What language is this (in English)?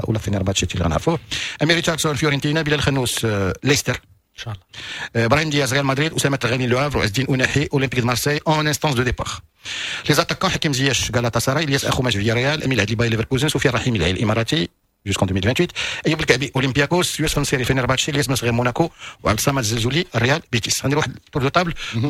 Moroccan Arabic